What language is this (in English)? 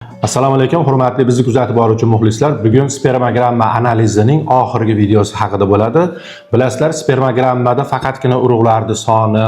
Uzbek